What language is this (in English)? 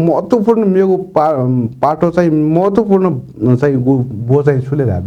Newari